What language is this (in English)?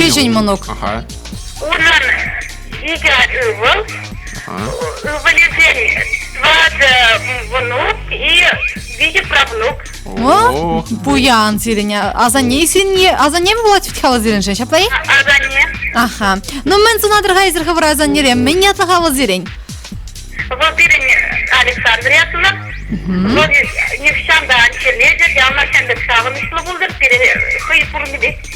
Chuvash